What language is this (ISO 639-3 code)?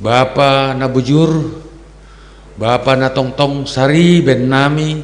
bts